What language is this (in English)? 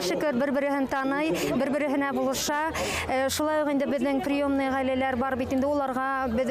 Bashkir